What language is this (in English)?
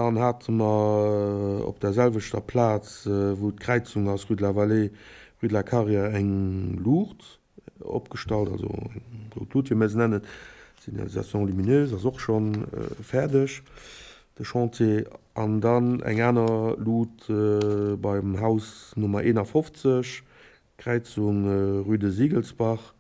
Luxembourgish